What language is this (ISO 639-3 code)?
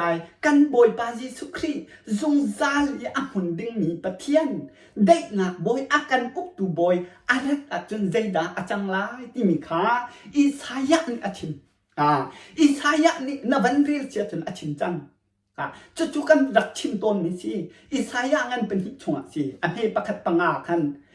cnh